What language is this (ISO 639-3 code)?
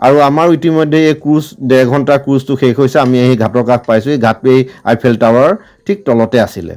asm